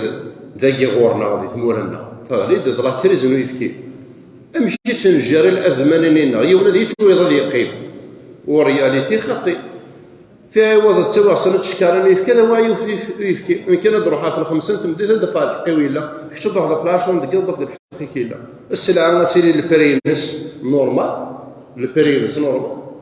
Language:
Kabyle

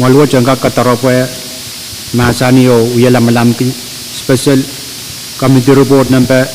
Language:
Pohnpeian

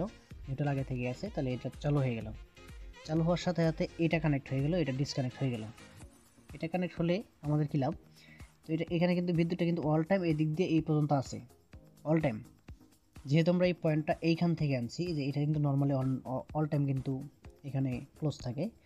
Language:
Bangla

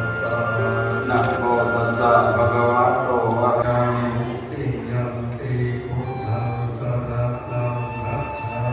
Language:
Pali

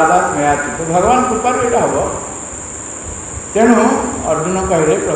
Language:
Odia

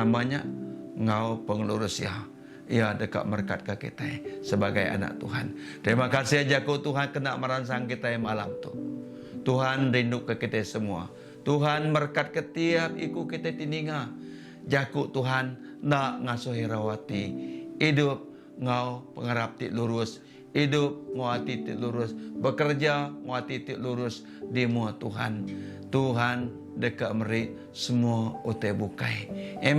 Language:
Iban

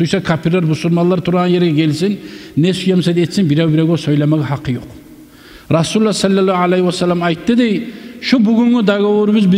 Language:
Kumyk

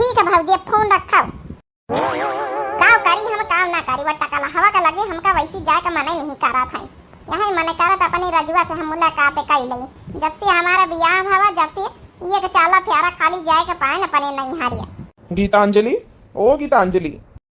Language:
Awadhi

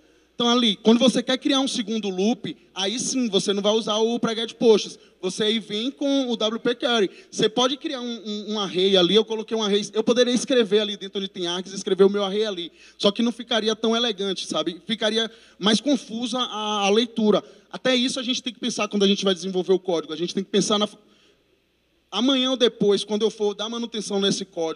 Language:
Portuguese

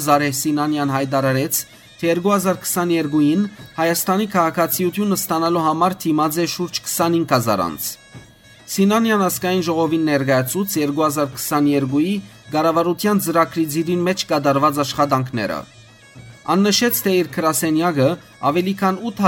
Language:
Western Armenian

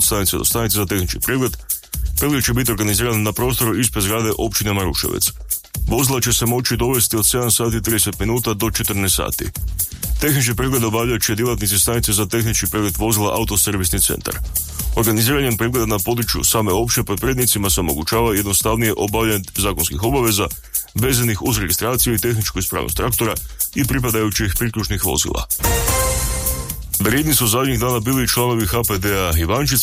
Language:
Croatian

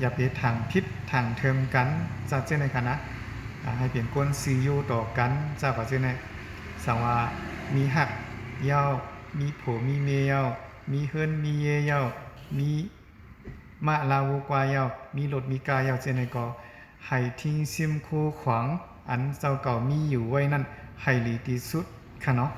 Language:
Shan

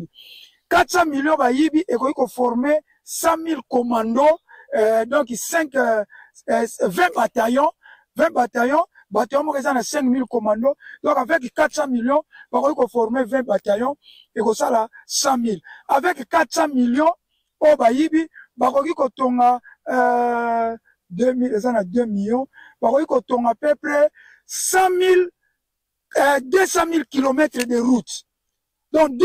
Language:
Lingala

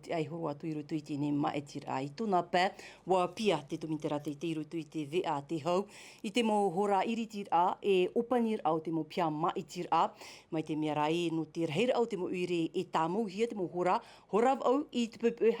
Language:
Tahitian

